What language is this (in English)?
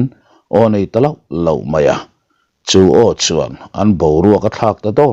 Mizo